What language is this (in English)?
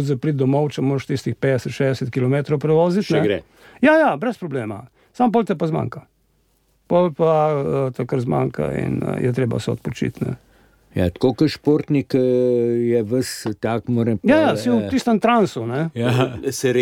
Slovenian